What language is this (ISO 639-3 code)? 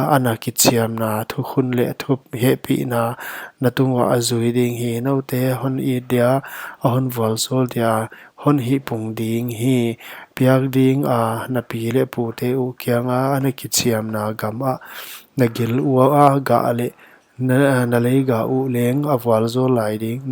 pck